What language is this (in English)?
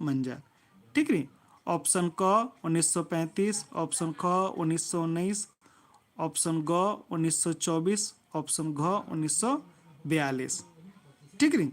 Kurukh